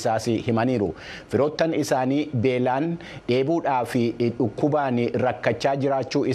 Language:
Oromo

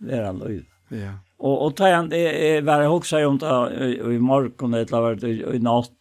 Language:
Faroese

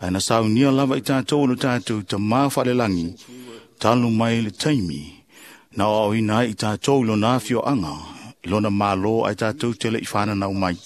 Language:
Samoan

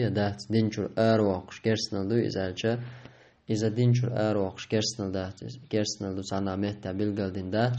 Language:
Chechen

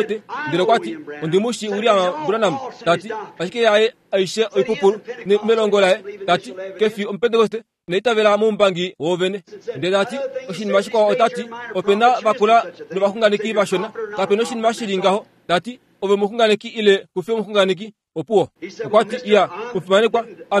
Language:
Kuanyama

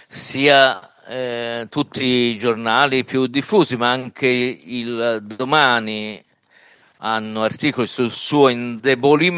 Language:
Italian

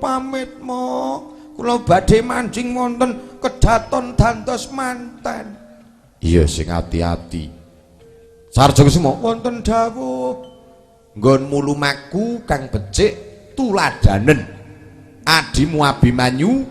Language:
Javanese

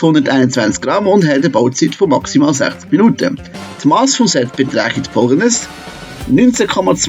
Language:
Swiss German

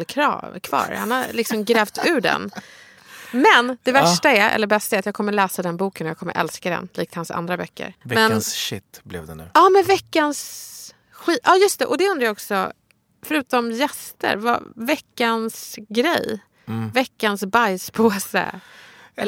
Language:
Swedish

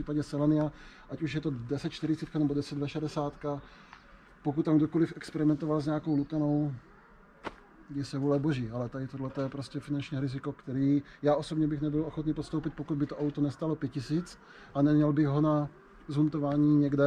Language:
Czech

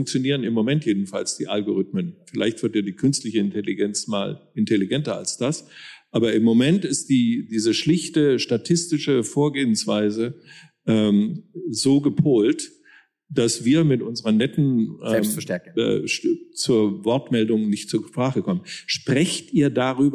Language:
German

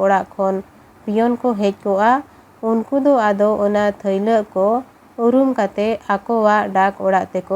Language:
Santali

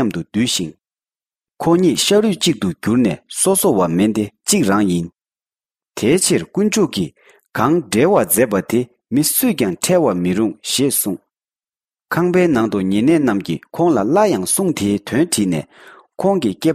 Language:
Tibetan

